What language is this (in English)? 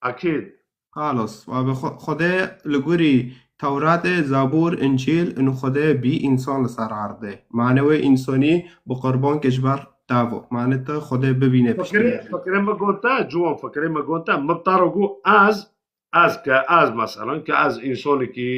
Kurdish